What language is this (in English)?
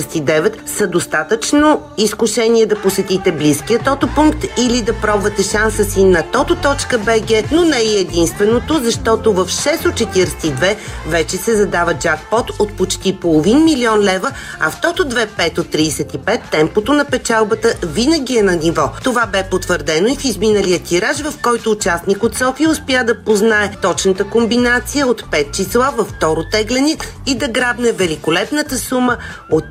Bulgarian